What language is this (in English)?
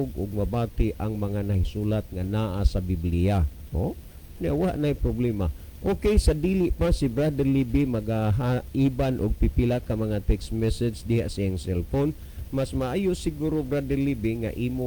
Cebuano